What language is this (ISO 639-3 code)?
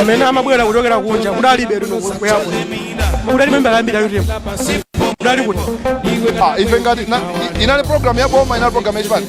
nya